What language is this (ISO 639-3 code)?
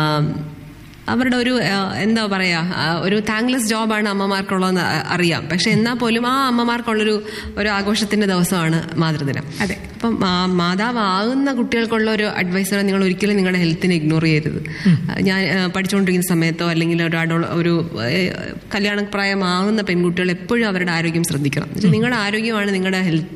mal